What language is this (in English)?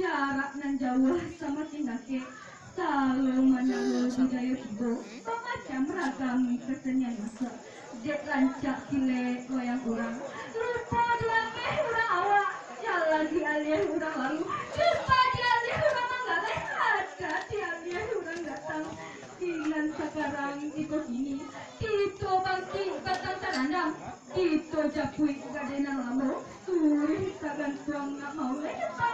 Minangkabau